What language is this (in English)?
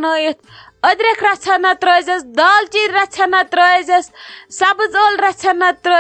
Kashmiri